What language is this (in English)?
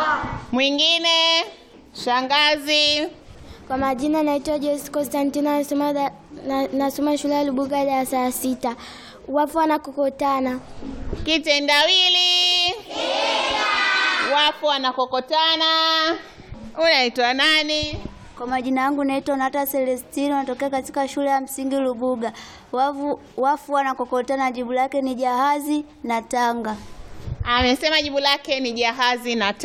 Swahili